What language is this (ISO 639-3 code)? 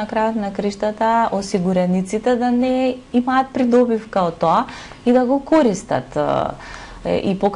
mkd